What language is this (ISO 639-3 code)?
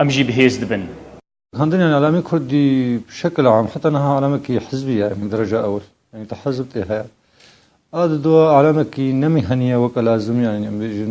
kur